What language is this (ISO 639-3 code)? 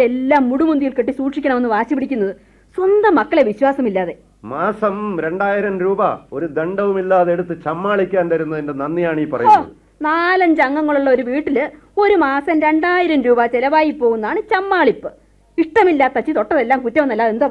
mal